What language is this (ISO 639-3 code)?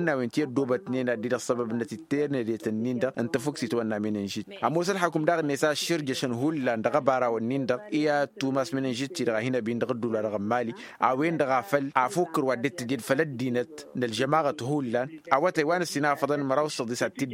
taq